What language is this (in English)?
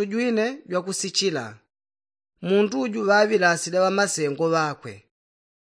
Yao